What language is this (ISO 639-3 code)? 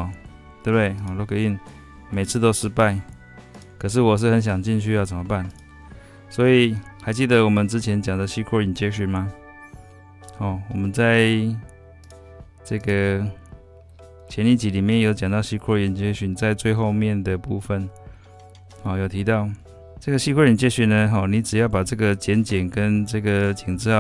zho